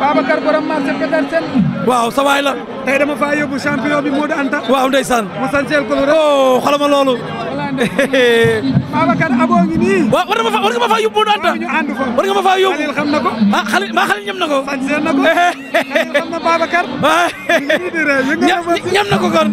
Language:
Wolof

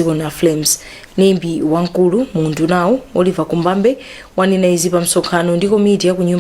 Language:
Nyanja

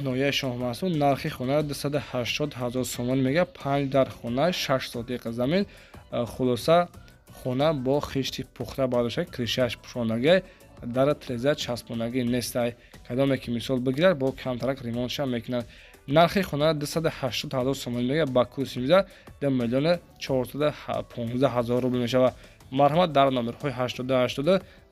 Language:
Tajik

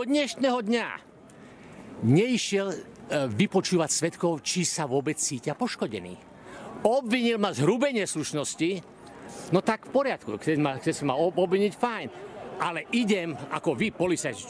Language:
Slovak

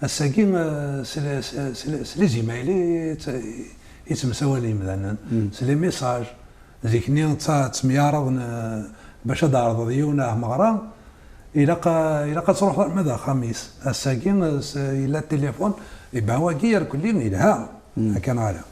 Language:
Kabyle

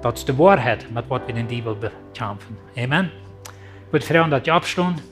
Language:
Plautdietsch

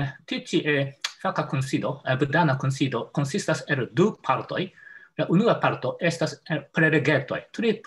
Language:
Esperanto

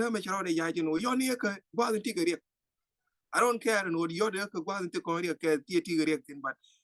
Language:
Nuer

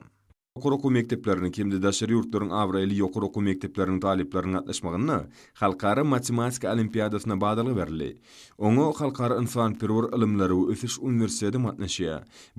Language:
Turkmen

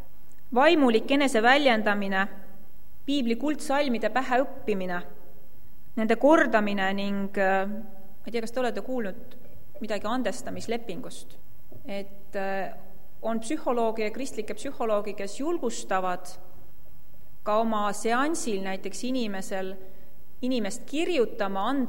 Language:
Estonian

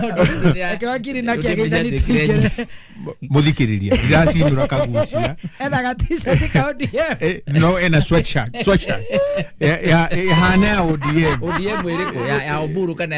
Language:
Kikuyu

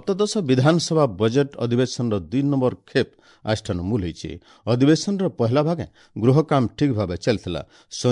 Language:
Odia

